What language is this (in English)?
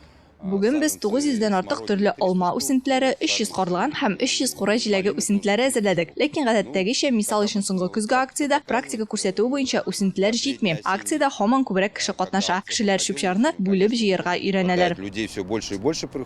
Tatar